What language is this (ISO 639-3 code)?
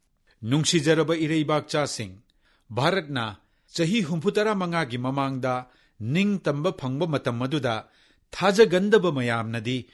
mni